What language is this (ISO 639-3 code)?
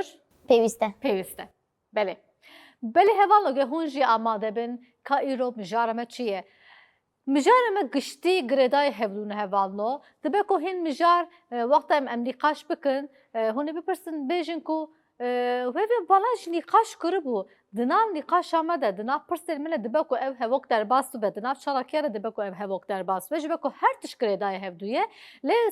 kur